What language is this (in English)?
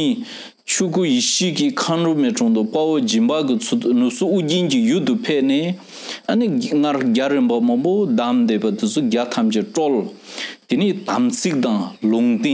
Tibetan